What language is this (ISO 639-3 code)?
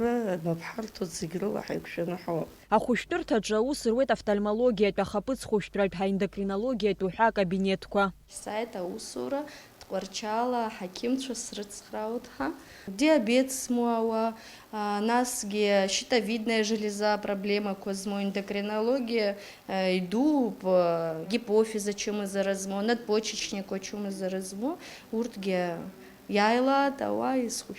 abk